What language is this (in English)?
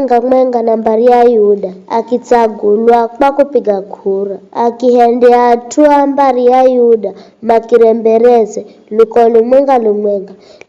Giryama